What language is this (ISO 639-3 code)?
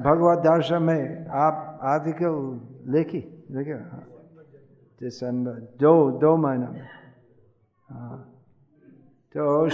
hin